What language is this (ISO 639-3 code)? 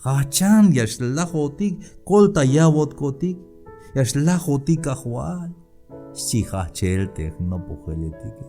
tzh